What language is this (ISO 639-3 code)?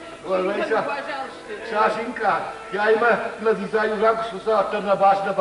oss